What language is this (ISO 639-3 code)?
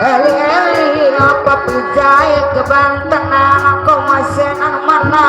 bew